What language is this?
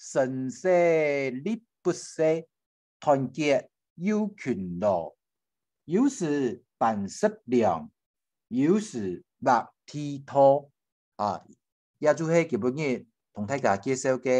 Hakka Chinese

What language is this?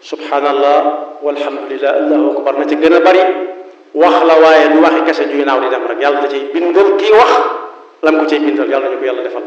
Wolof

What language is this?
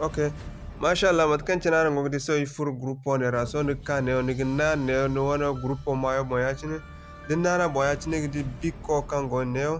Zarma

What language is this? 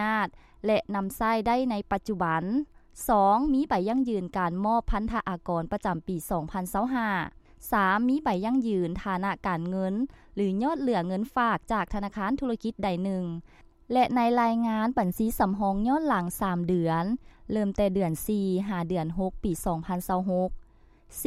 Lao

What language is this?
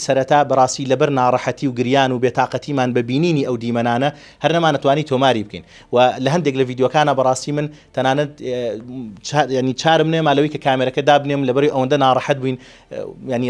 Central Kurdish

